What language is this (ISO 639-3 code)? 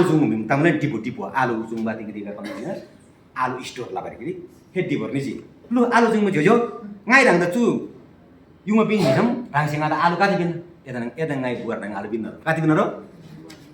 taj